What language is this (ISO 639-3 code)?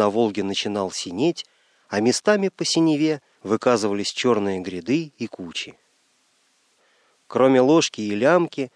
rus